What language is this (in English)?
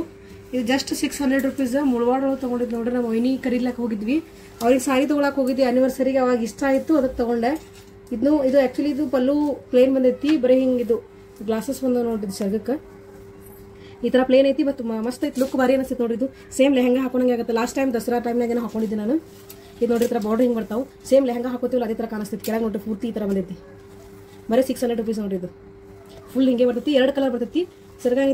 Kannada